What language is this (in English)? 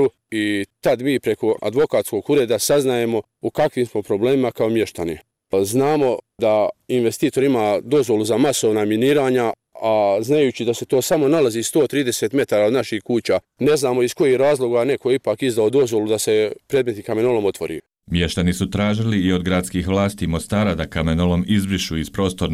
Bosnian